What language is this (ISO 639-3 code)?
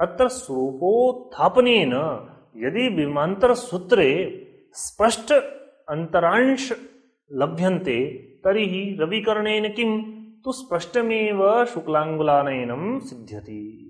san